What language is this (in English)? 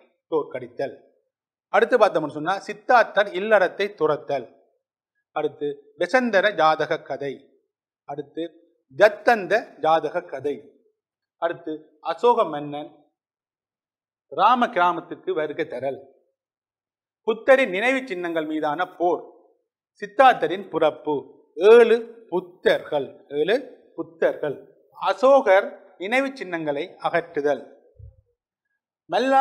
Tamil